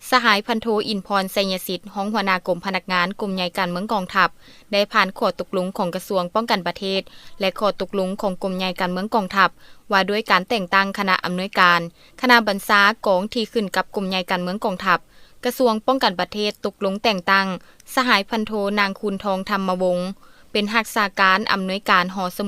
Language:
Lao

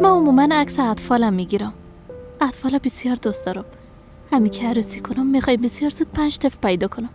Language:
Persian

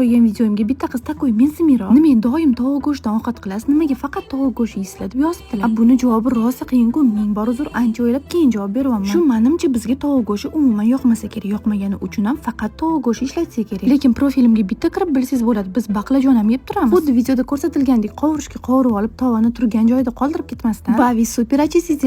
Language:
Uzbek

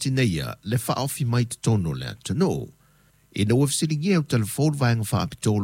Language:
Samoan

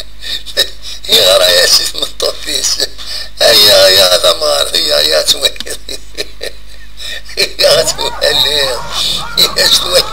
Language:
Kabyle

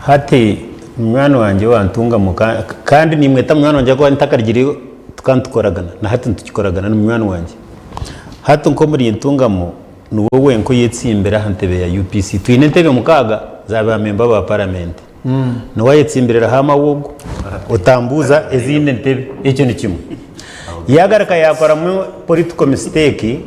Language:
Nyankole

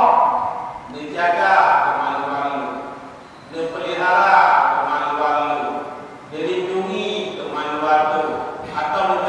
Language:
Achinese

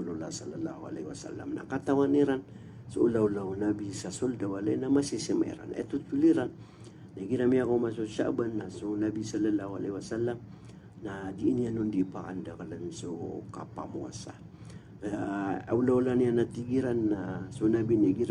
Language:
Maranao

